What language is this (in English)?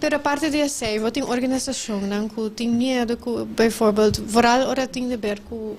Papiamento